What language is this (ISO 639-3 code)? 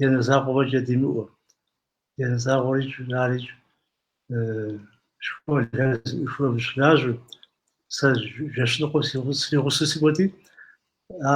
kbd